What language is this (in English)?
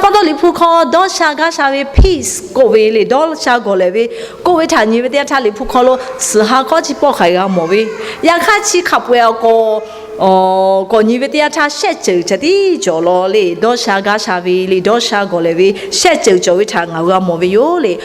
Lahu